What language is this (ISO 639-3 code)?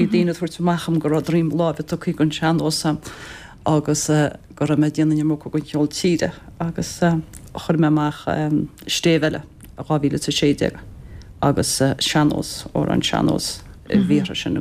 gle